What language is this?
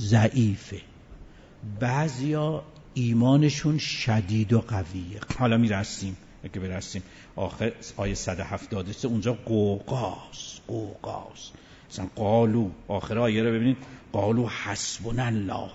Persian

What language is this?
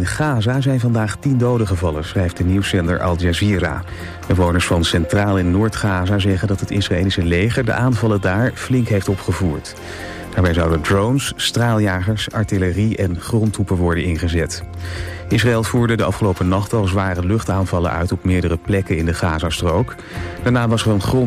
Dutch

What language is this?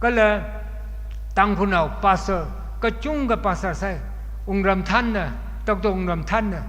Tangkhul Naga (India)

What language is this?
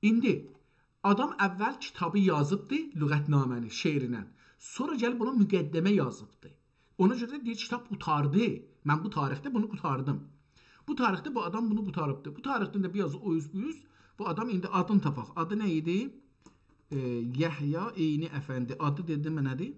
South Azerbaijani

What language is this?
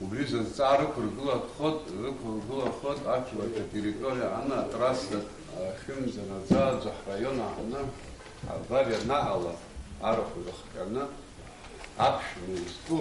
Abkhazian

